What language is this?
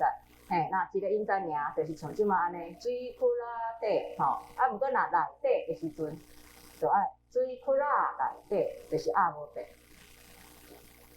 Min Nan Chinese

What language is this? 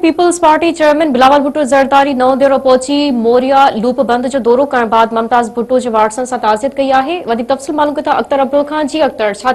Sindhi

